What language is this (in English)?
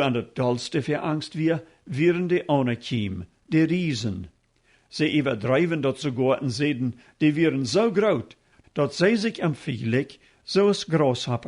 Plautdietsch